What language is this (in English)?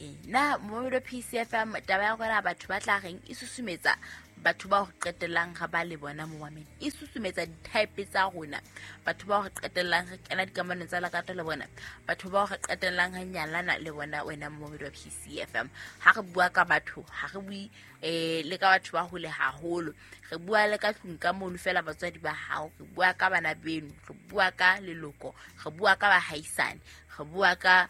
Southern Sotho